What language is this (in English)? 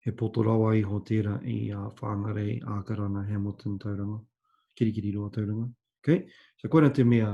Māori